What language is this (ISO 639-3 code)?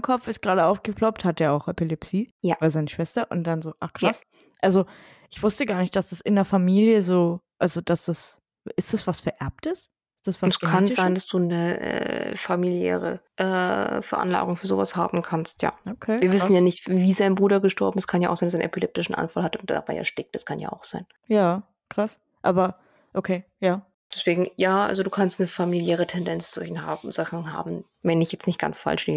deu